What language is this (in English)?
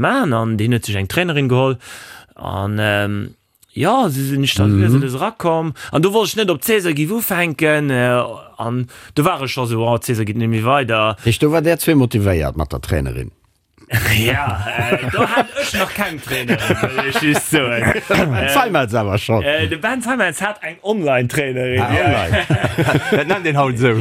Luxembourgish